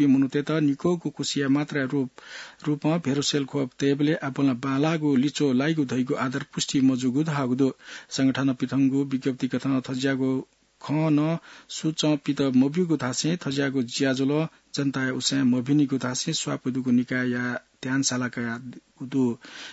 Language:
Newari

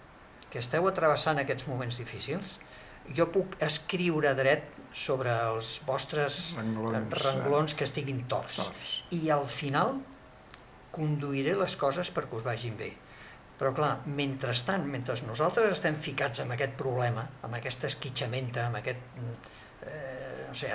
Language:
Catalan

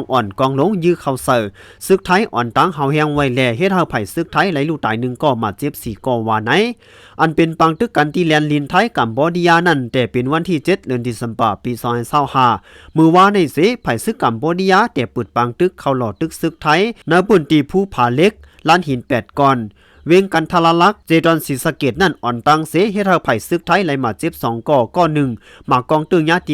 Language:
Shan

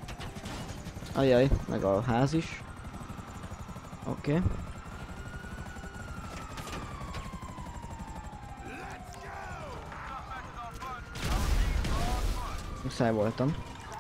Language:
Hungarian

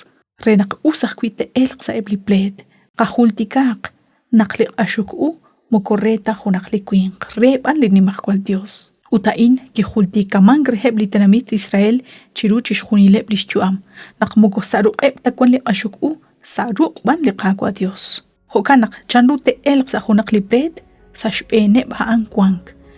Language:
Kekchí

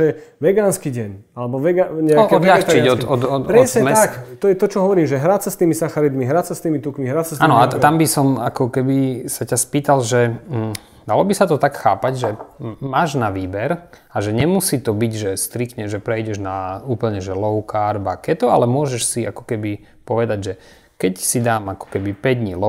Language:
Slovak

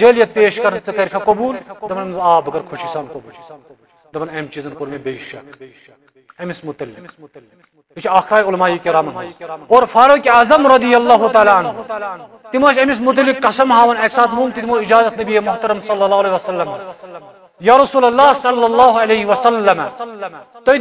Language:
Kashmiri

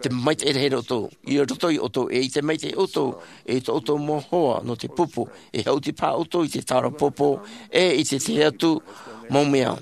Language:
Tahitian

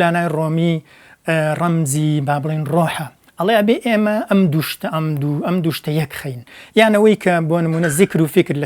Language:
Central Kurdish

